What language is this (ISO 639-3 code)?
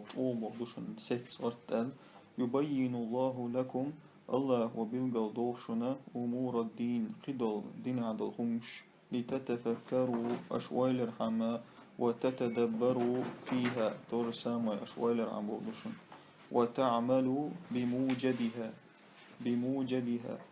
che